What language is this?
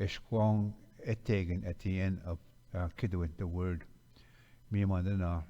Ojibwa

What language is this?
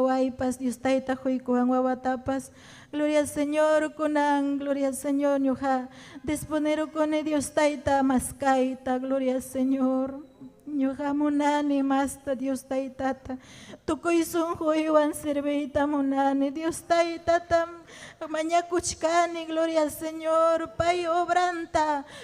Ayacucho Quechua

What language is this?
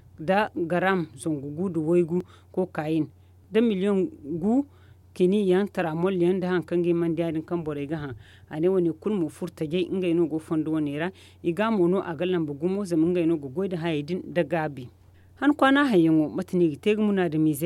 Zarma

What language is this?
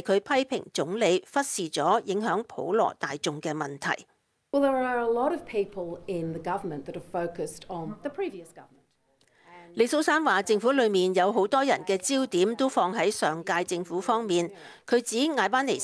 Cantonese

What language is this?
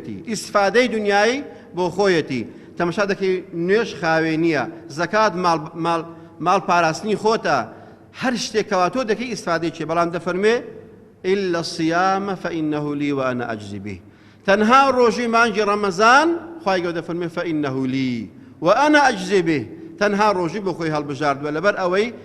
Central Kurdish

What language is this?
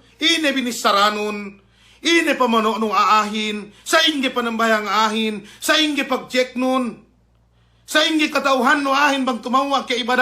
Yakan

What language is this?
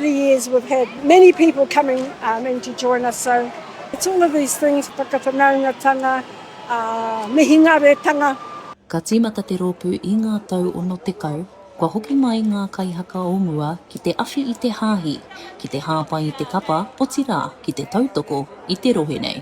Māori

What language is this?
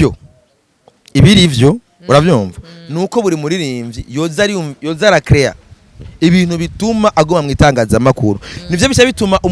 Rundi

